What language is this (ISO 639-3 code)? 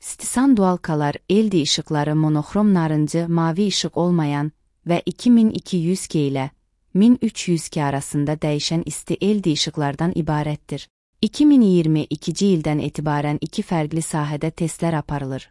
aze